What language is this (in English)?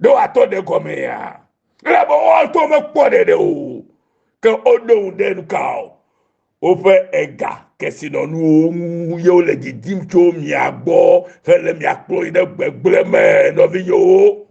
Ewe